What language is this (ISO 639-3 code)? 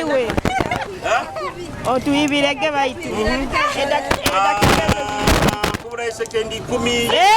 nyo